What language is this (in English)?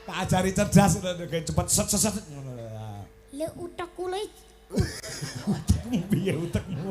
Javanese